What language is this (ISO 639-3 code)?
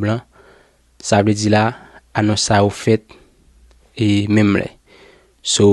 hat